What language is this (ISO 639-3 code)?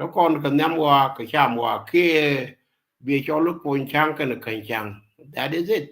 nus